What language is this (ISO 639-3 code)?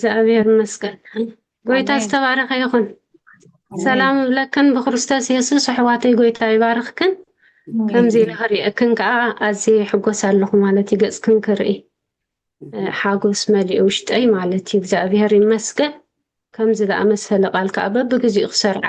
tir